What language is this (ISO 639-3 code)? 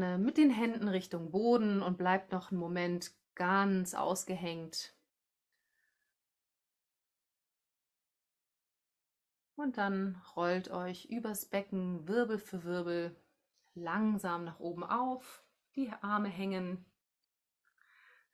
deu